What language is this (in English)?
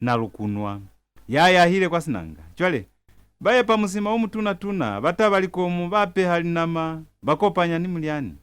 Lozi